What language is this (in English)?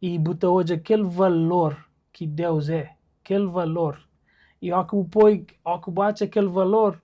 Kabuverdianu